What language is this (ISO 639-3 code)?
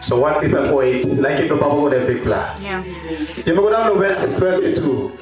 tpi